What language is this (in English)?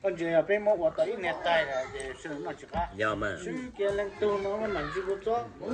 Hmong